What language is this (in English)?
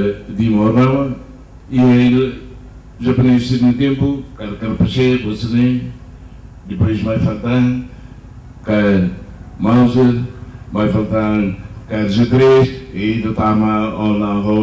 Tetum